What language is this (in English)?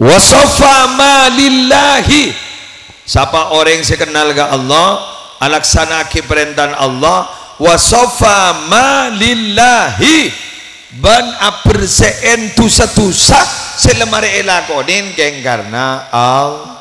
Madurese